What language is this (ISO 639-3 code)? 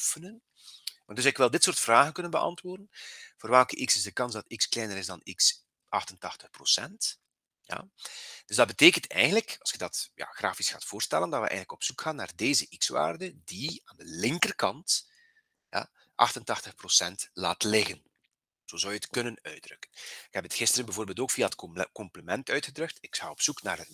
nld